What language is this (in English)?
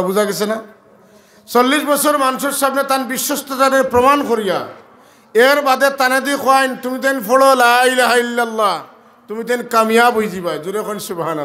Sylheti